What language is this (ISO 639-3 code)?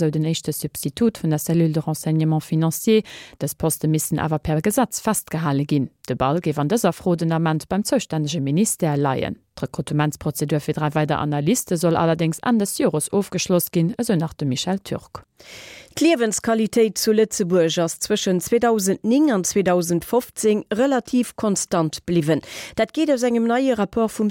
ltz